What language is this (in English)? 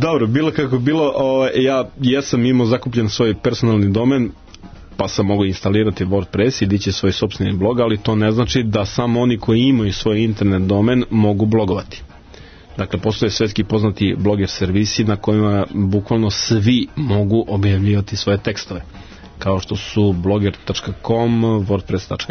Serbian